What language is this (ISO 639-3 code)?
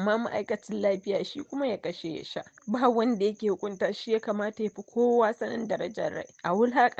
hau